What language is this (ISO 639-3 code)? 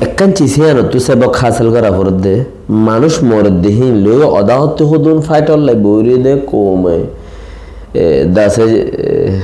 rhg